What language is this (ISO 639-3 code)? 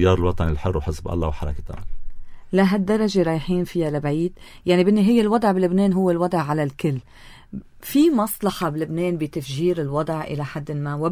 apc